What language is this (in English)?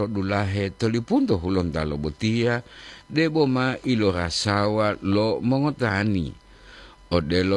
Gorontalo